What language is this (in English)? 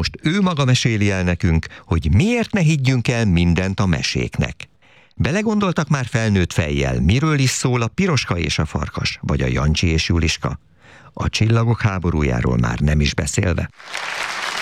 Hungarian